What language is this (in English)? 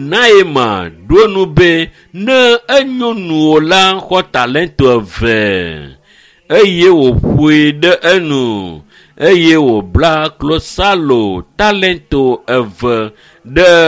Ewe